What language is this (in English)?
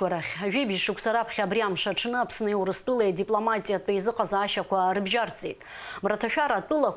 Abkhazian